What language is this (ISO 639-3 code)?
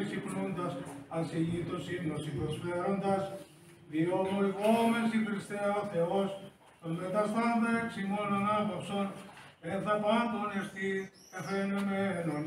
ell